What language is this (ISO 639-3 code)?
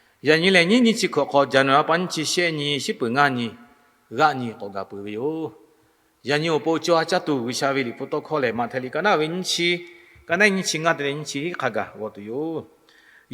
lhu